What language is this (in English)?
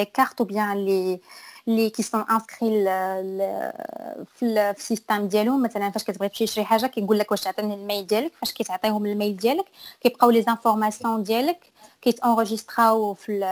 Moroccan Arabic